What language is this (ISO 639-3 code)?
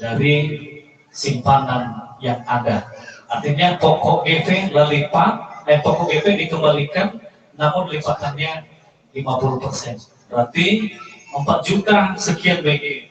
nia